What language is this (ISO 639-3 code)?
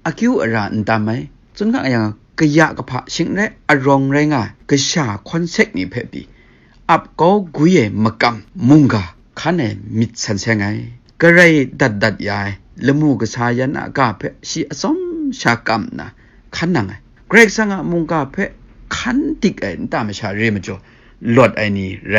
kac